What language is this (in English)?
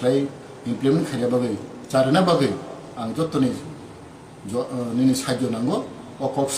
Kok Borok